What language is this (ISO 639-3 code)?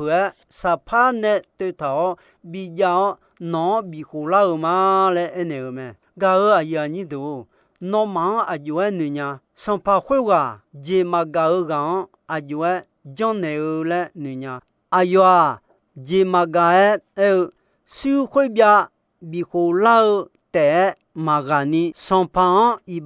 ahk